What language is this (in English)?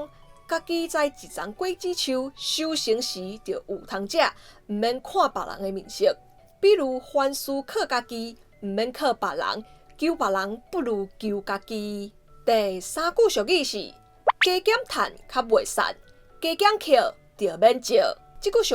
Min Nan Chinese